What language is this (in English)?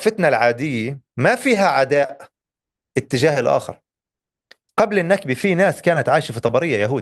North Levantine Arabic